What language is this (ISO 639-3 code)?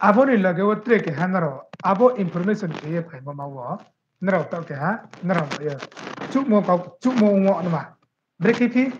ria